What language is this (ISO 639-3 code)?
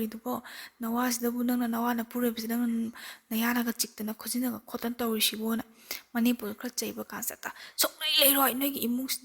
mni